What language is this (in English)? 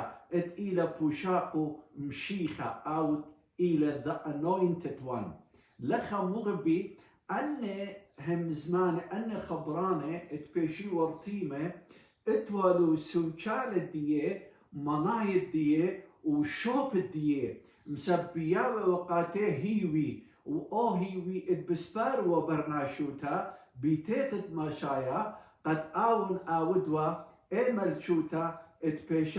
Assyrian Neo-Aramaic